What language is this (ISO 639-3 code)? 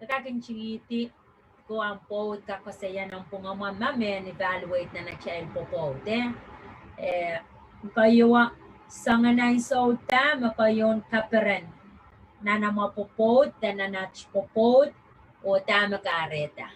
pon